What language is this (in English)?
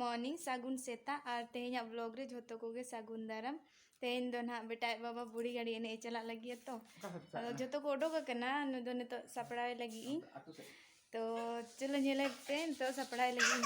Santali